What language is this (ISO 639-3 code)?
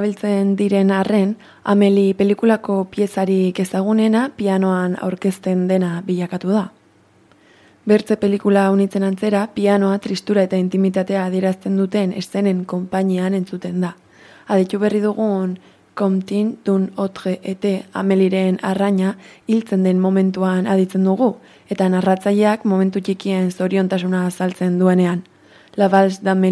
eus